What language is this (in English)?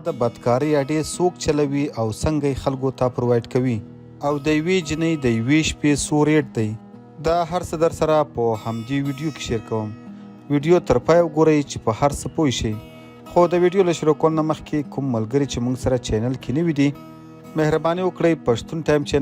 Pashto